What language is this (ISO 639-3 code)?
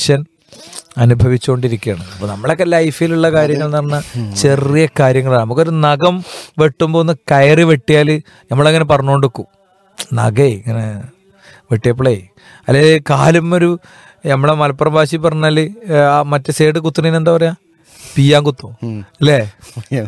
mal